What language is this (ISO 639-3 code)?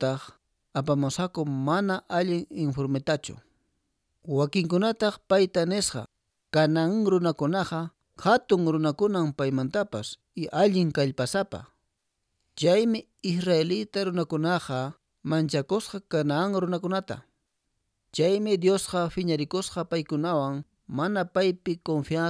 que